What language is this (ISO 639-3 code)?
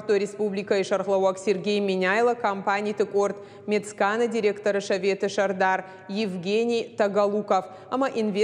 oss